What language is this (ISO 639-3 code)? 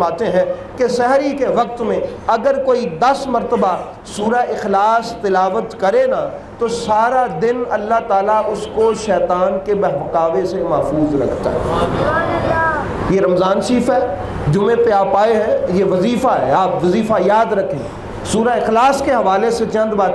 urd